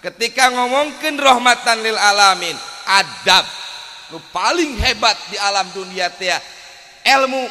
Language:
Sundanese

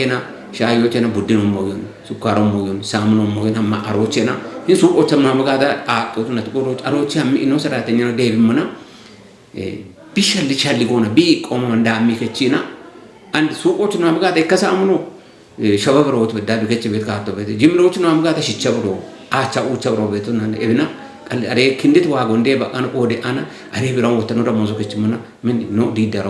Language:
Kafa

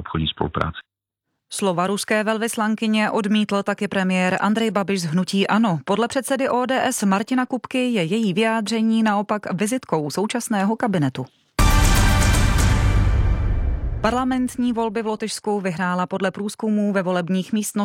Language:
Czech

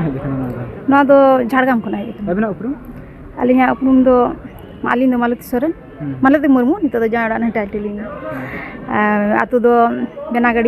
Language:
Santali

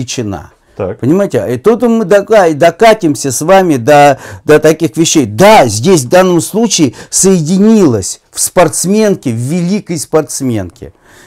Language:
Russian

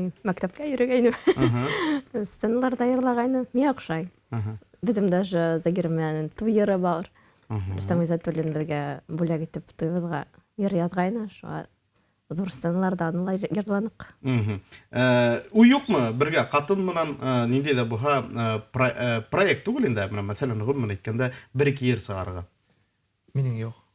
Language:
Bashkir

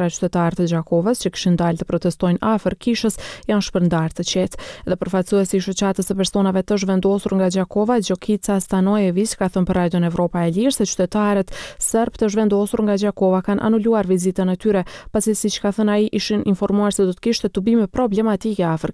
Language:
Albanian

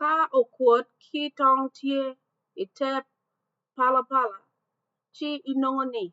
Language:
Acoli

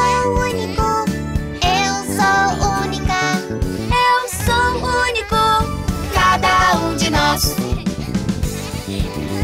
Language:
Portuguese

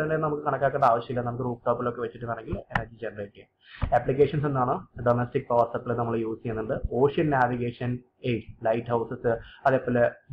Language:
Malayalam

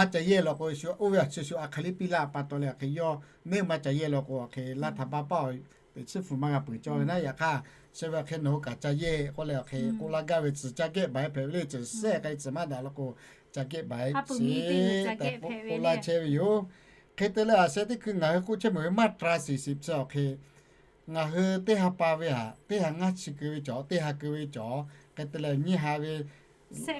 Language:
Lahu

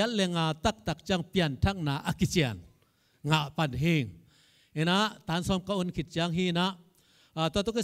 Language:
Tedim Chin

